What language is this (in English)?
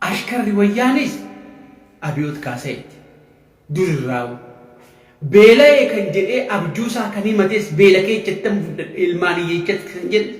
Oromo